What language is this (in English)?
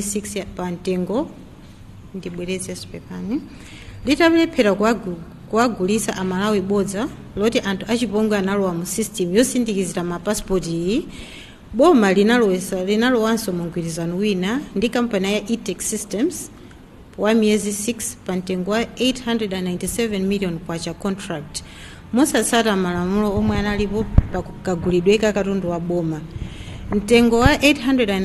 Nyanja